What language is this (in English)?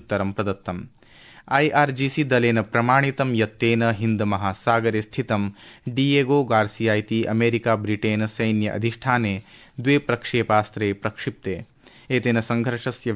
Sanskrit